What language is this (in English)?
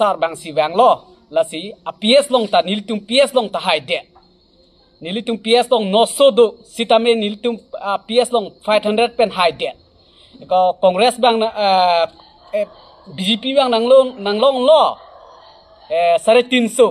Karbi